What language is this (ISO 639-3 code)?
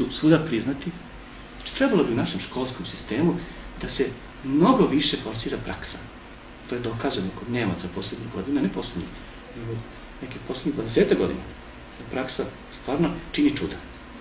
srp